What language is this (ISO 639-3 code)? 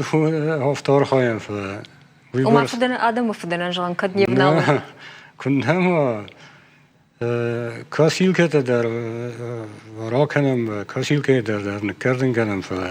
oss